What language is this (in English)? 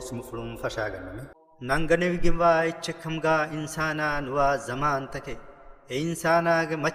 Divehi